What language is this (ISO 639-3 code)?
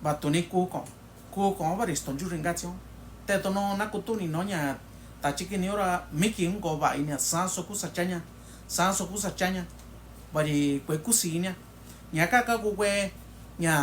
mix